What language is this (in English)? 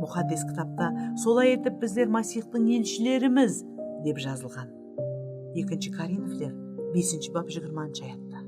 Kara-Kalpak